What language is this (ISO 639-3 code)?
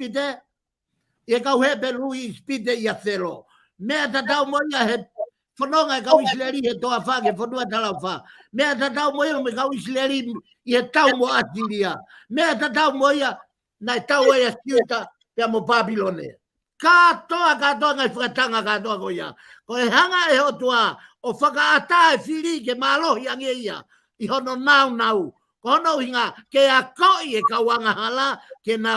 ton